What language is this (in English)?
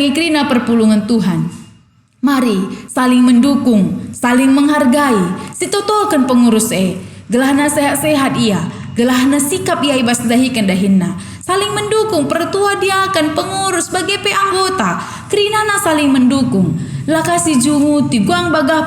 Batak Karo